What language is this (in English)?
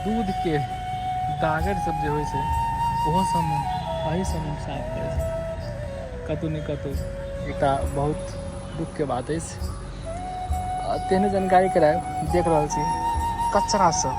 Maithili